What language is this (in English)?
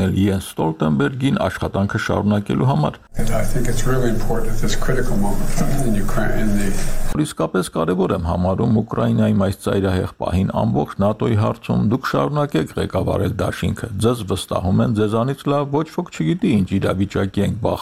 Armenian